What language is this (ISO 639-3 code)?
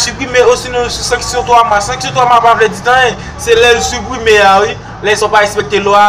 hat